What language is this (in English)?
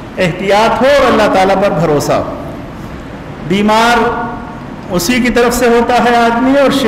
Urdu